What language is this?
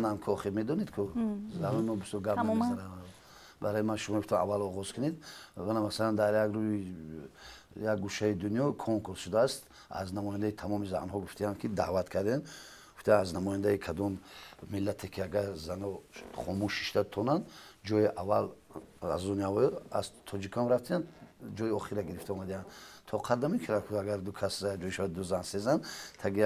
Tajik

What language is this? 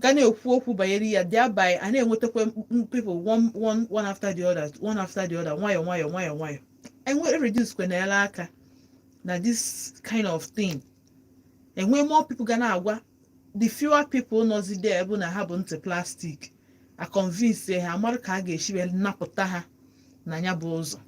Igbo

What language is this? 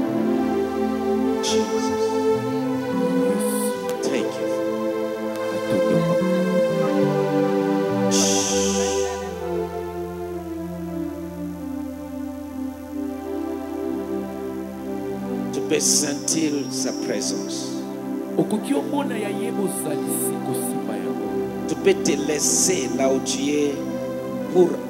French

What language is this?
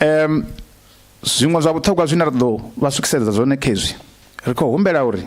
Venda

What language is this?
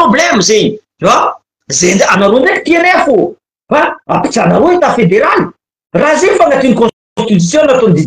Malagasy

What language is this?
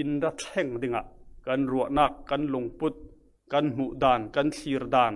Falam Chin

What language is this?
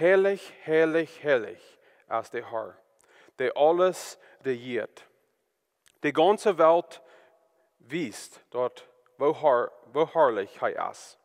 Plautdietsch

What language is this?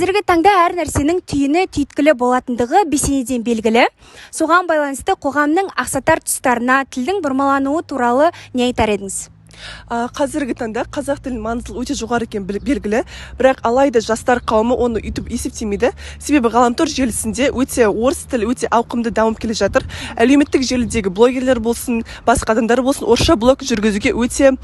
Kazakh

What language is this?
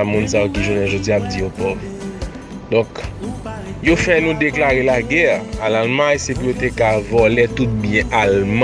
Haitian Creole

